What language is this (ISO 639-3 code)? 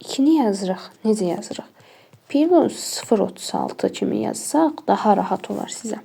aze